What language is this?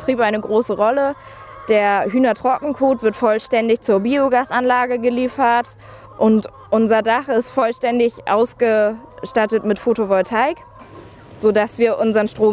German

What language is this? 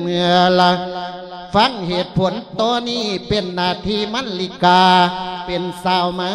Lao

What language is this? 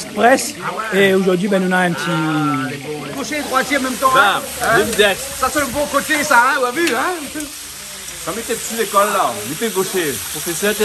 Réunion Creole French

